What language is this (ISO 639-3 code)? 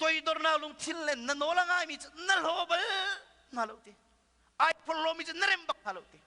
cnh